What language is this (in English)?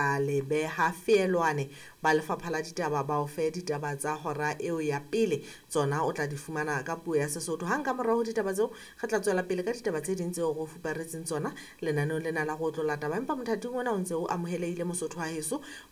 Southern Sotho